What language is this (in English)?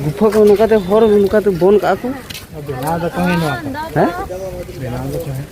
Santali